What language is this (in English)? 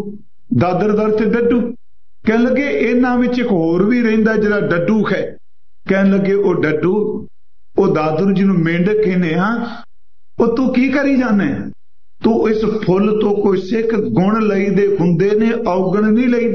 Punjabi